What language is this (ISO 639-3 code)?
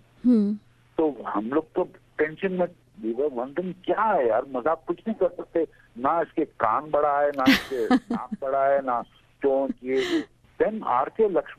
hin